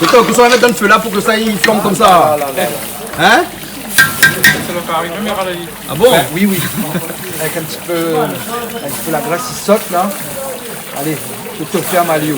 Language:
Réunion Creole French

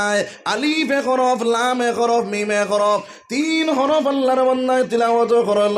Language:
Sylheti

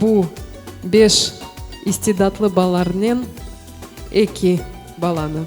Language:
Crimean Tatar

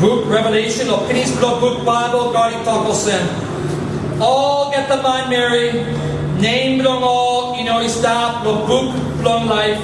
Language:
Tok Pisin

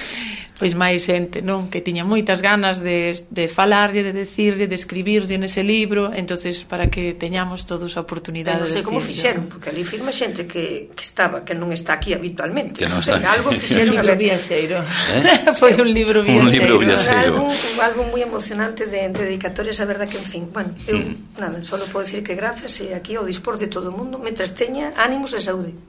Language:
Galician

